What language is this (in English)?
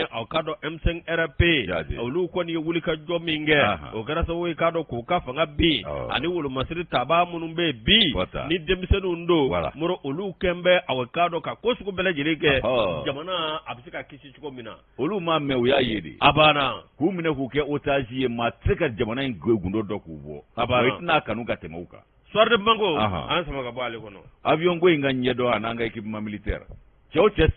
Bambara